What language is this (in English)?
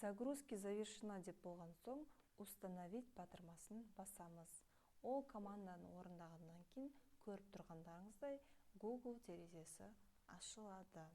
Kazakh